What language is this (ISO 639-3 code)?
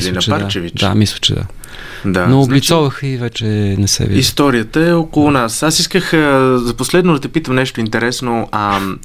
bul